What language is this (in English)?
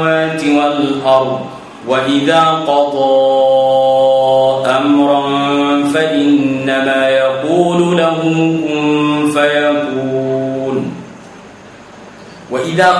Thai